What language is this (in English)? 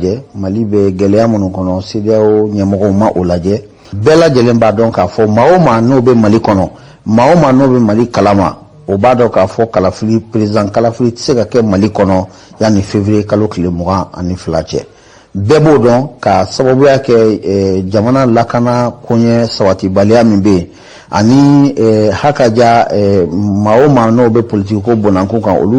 Bambara